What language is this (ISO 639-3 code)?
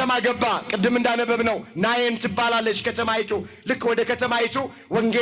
amh